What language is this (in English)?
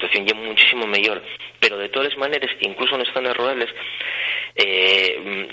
Asturian